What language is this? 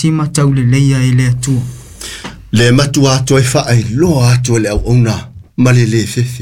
Samoan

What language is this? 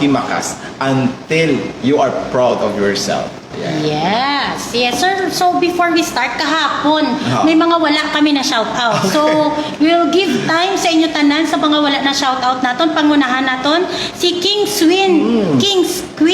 Hiligaynon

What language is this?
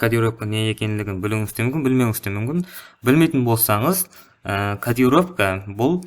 Kara-Kalpak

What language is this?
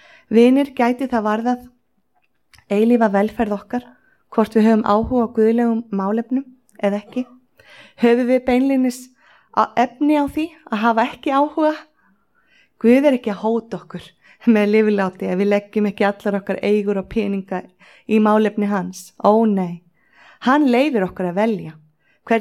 Icelandic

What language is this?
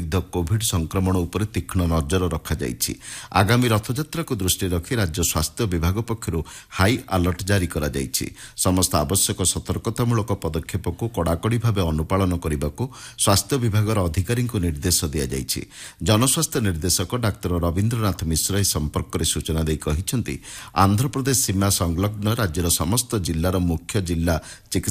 Odia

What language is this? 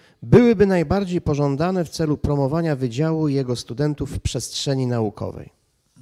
Polish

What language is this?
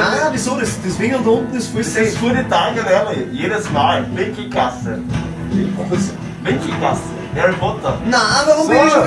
Bavarian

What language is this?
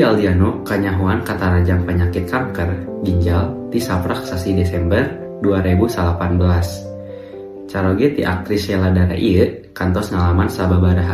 Sundanese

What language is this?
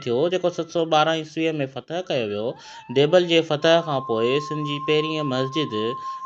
Sindhi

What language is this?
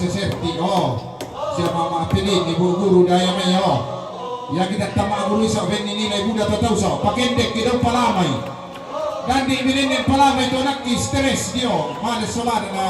Toraja-Sa'dan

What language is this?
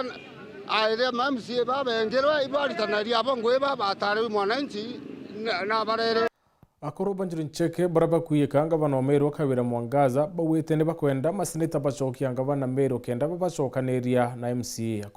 Meru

